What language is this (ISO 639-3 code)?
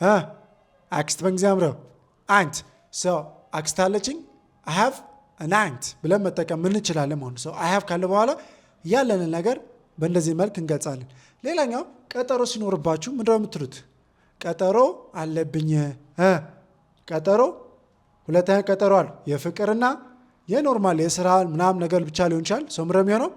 amh